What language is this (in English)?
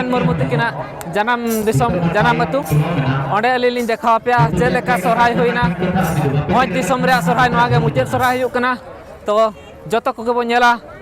Santali